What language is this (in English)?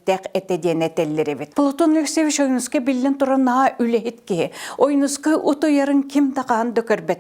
Yakut